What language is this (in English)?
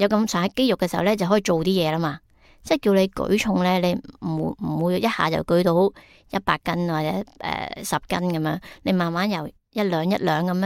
Cantonese